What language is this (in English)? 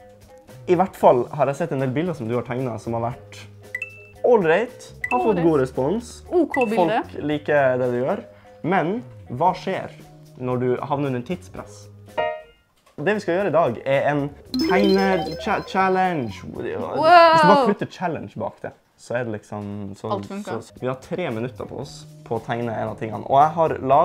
Norwegian